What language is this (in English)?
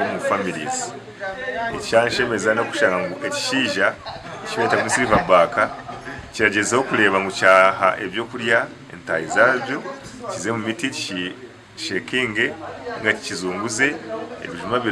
Nyankole